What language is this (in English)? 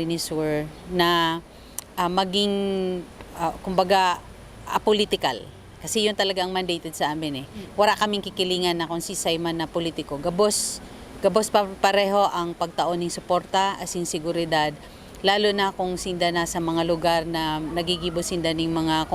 Bikol